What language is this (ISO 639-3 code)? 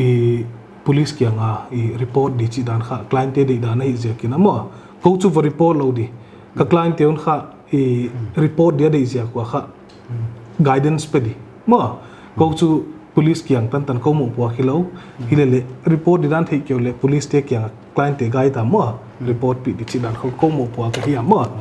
pck